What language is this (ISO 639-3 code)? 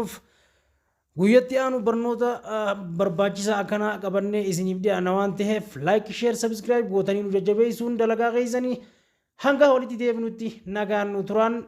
orm